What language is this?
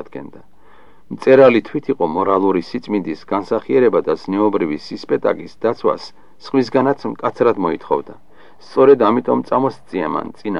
Georgian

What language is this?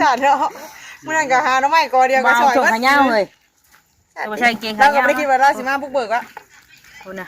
Northeastern Thai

